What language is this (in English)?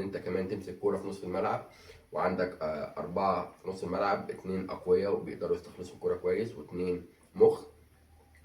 Egyptian Arabic